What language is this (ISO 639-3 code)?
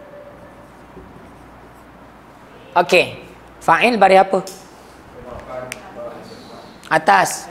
msa